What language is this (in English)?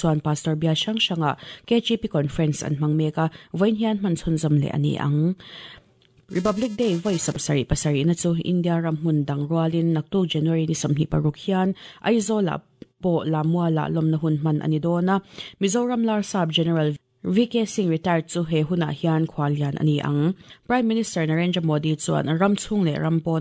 Mizo